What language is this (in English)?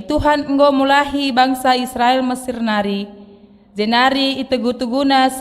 Batak Karo